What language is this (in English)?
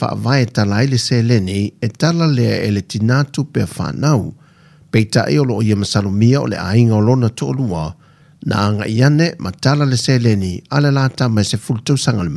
Samoan